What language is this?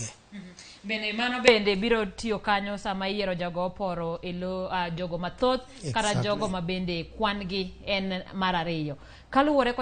Luo (Kenya and Tanzania)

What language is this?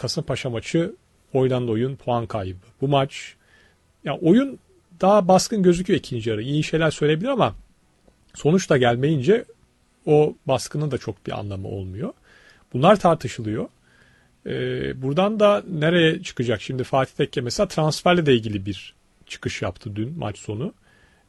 Turkish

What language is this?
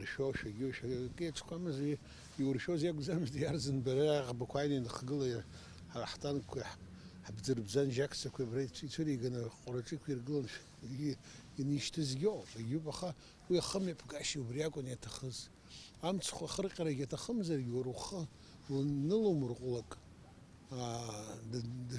Abkhazian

